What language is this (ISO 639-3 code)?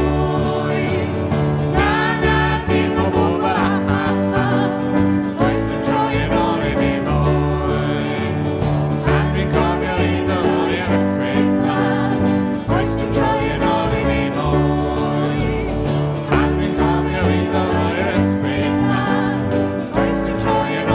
cym